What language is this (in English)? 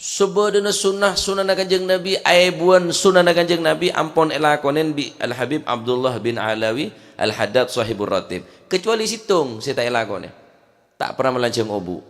Madurese